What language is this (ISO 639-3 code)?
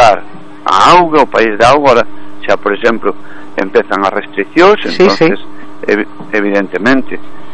glg